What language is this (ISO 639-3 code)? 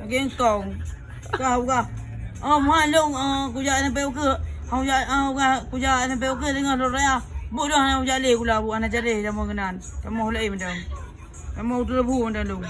ace